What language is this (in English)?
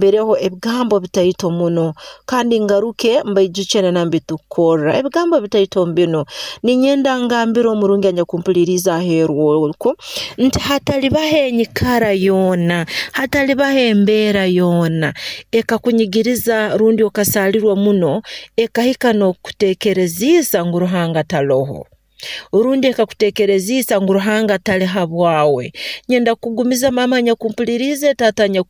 Nyoro